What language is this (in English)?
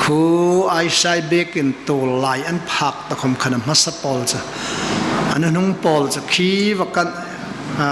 Hmar